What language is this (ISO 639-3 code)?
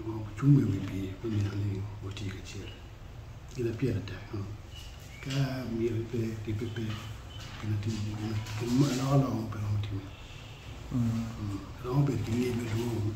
ach